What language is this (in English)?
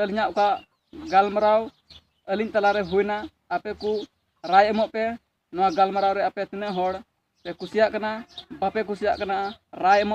Santali